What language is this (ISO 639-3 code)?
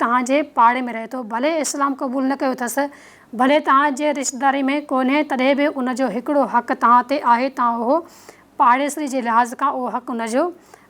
snd